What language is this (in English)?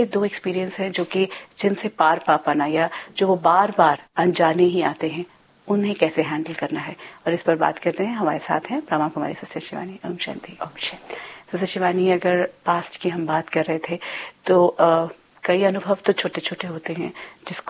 Hindi